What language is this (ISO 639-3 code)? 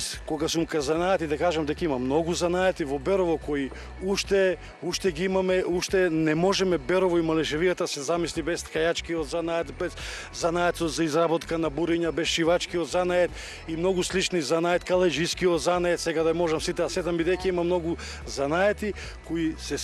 mkd